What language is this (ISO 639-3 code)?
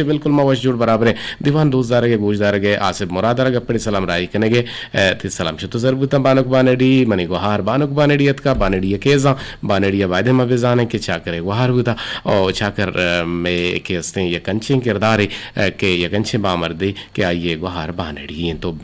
bgp